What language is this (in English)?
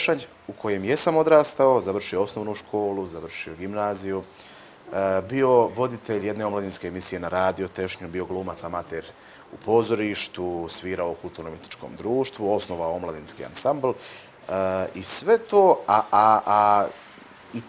Bosnian